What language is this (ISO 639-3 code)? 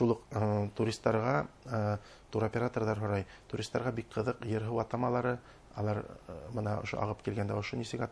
bak